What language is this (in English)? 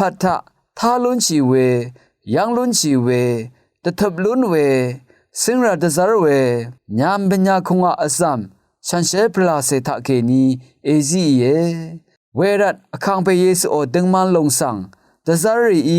Rawang